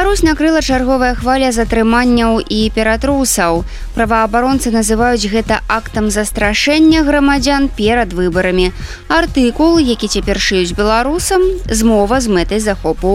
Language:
Belarusian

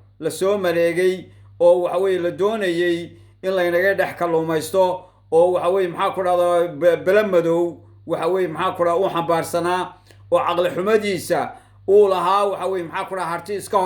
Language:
Somali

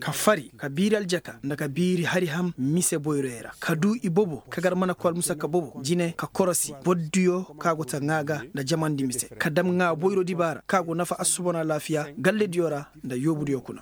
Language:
Koyraboro Senni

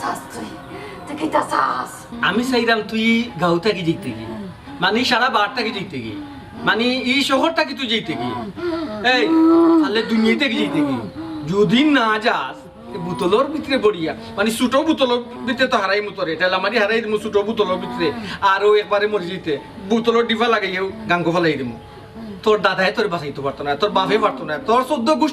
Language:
Sylheti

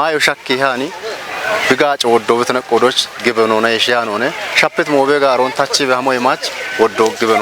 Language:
Kafa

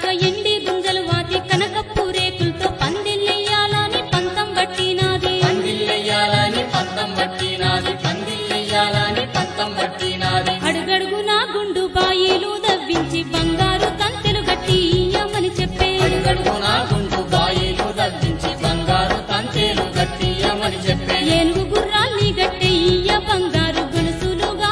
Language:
Telugu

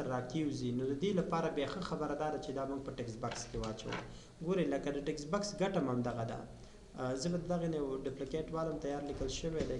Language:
Pashto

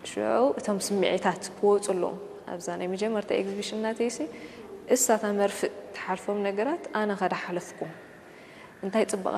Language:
Tigrinya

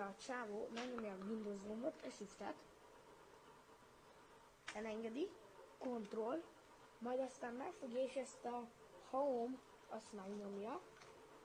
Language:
Hungarian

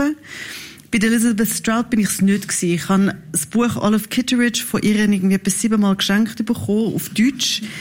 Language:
German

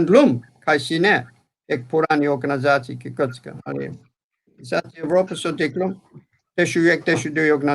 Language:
Balkan Romani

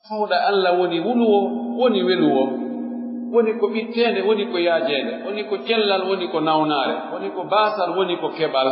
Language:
Pular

